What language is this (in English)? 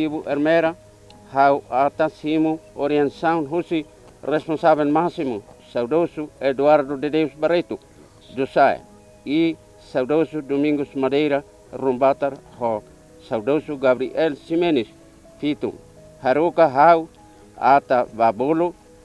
Tetum